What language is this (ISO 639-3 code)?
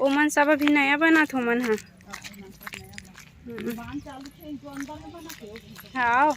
hne